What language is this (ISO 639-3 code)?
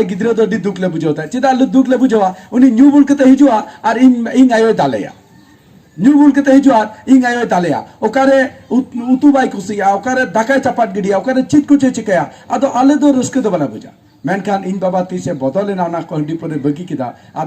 sat